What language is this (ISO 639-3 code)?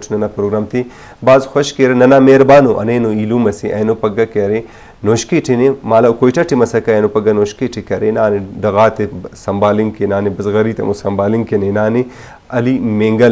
brh